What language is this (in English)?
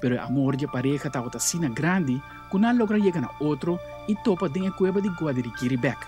Papiamento